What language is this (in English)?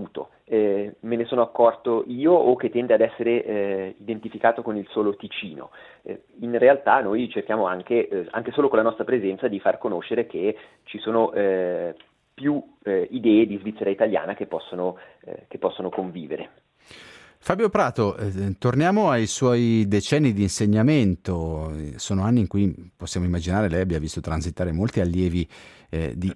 Italian